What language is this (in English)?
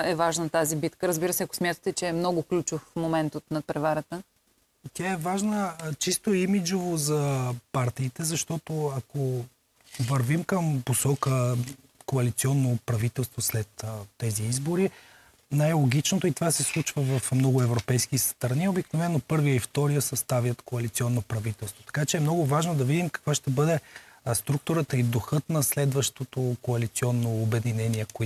Bulgarian